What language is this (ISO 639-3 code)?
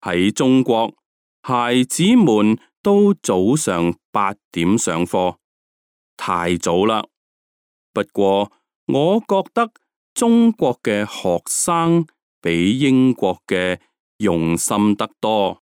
yue